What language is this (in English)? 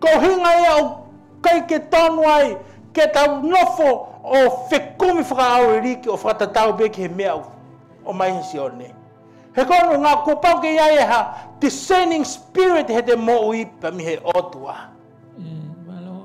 Tongan